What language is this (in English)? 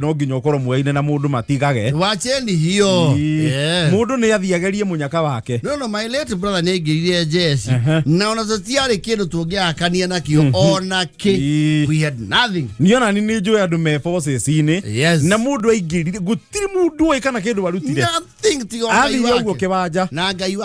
Kikuyu